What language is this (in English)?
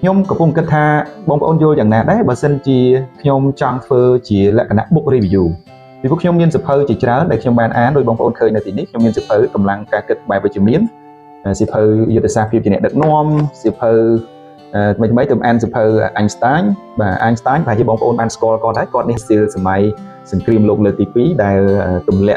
Khmer